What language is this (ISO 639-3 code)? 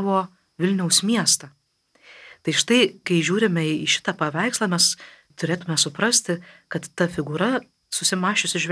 lit